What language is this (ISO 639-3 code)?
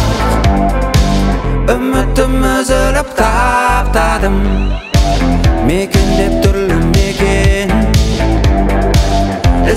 kaz